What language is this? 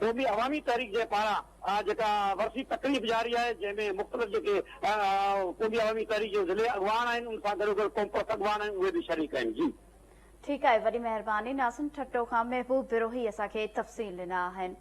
Sindhi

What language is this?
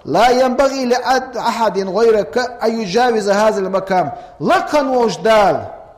Ingush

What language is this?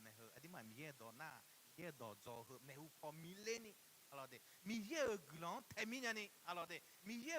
Akha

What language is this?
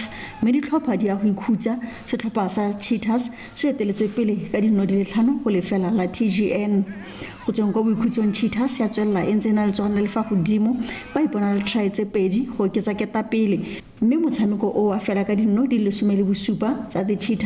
Tswana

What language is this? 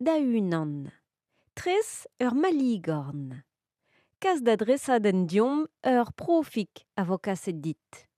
Breton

